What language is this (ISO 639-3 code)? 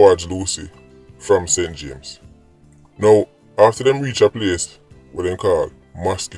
jam